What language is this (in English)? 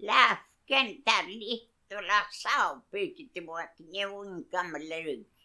Mapuche